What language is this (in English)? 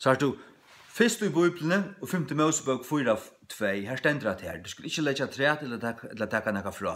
Faroese